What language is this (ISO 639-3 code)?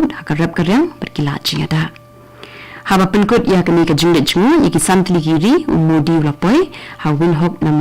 kha